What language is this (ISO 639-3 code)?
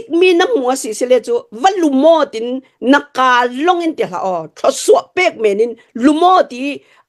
cnh